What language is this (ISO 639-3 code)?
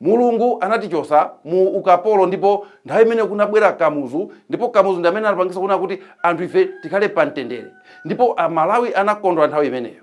nya